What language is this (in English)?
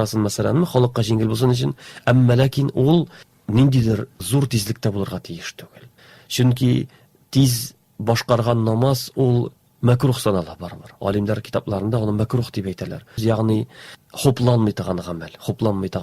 Tatar